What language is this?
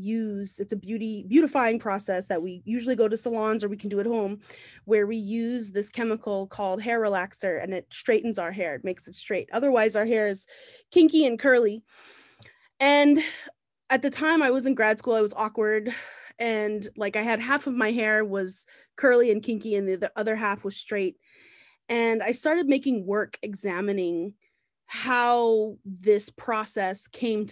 English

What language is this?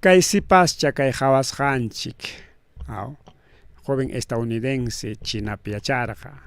Ayacucho Quechua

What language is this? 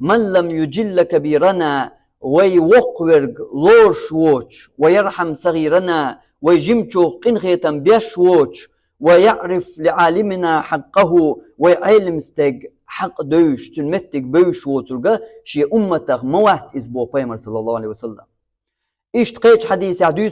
Chechen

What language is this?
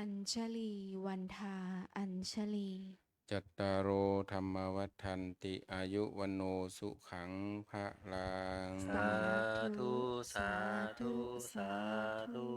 Pali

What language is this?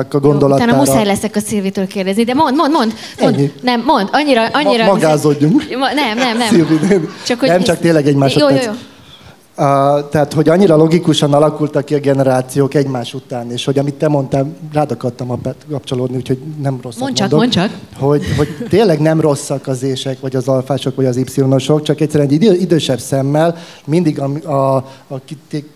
Hungarian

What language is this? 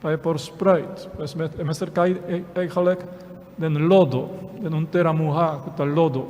Papiamento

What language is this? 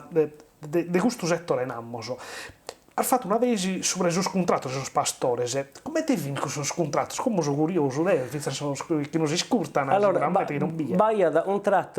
Sardinian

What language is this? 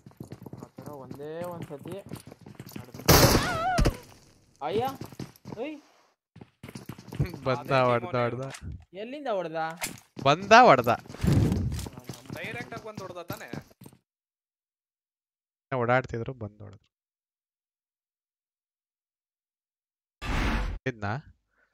Kannada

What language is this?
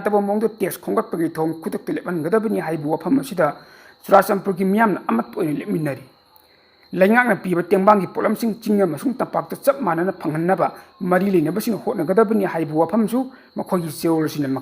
Manipuri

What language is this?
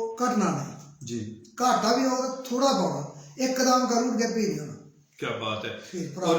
Dogri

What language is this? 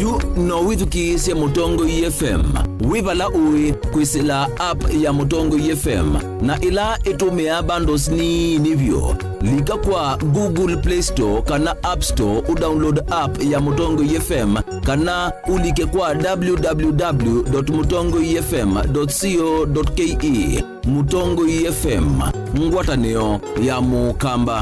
Kamba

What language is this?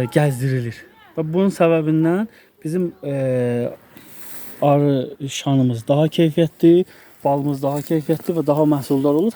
Azerbaijani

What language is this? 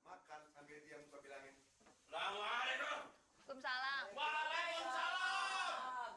Betawi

